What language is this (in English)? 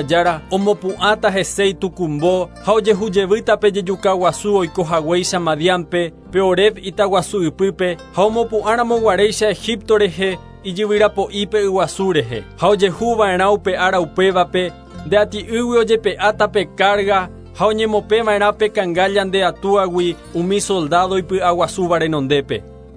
Guarani